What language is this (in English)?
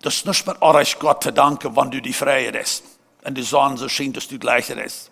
Plautdietsch